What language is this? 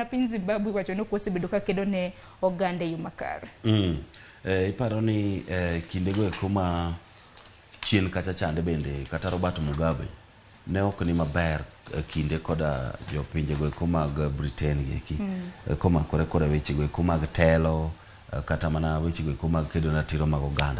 Luo (Kenya and Tanzania)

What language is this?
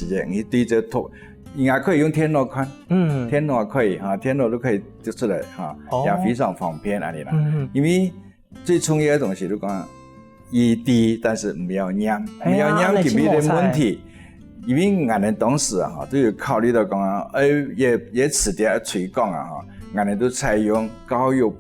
Hakka Chinese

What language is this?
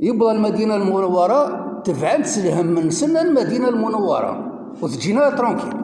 Kabyle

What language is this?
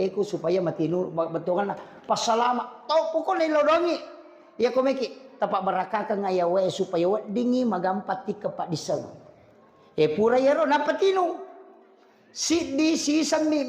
Buginese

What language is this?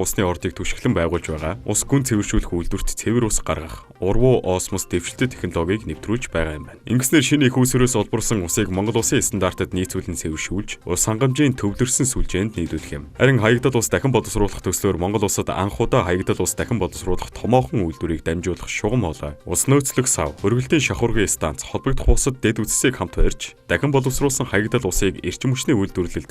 Mongolian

